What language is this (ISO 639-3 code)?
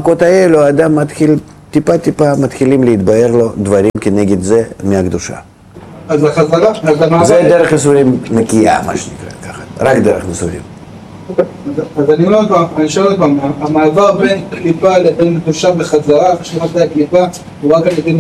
heb